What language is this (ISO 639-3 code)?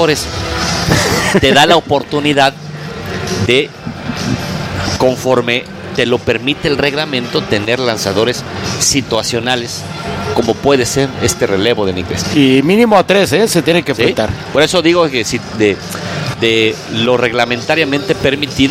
spa